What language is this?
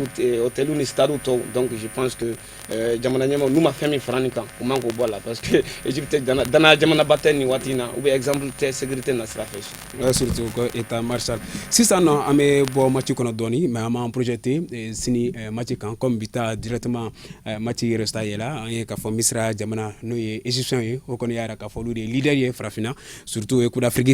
Bambara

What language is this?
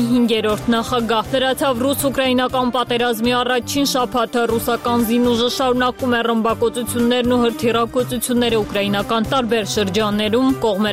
Armenian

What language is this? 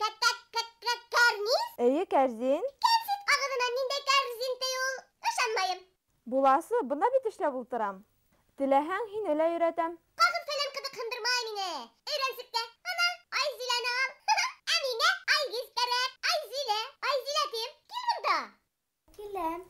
Bashkir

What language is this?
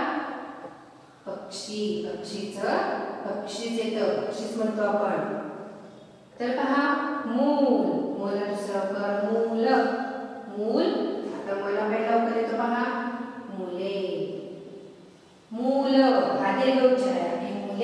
Marathi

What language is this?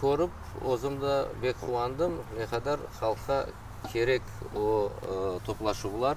Crimean Tatar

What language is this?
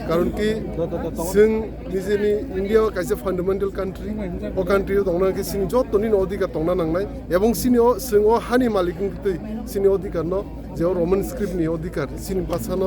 Kok Borok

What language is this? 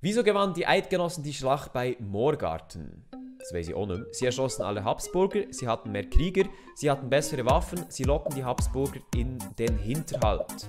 Swiss German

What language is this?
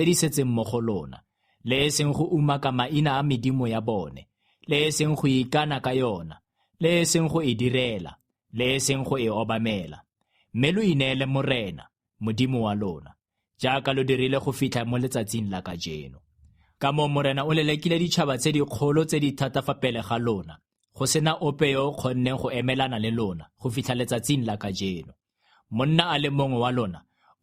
Tswana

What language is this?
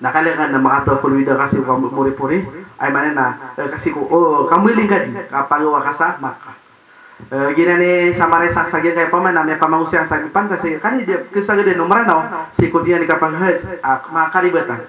Maranao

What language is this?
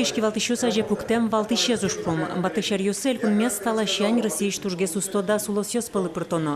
Udmurt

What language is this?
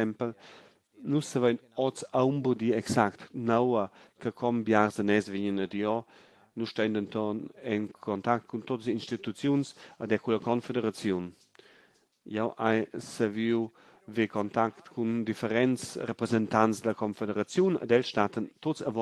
Romansh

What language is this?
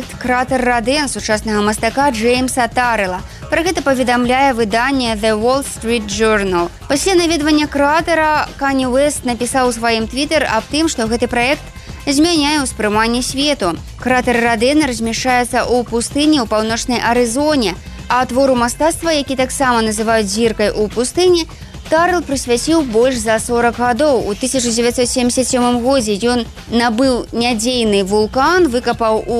Belarusian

